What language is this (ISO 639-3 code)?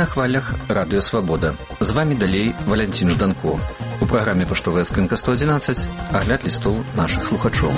bel